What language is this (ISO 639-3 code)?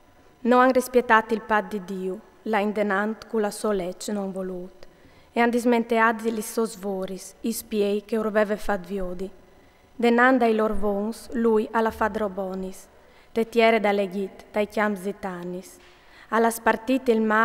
fur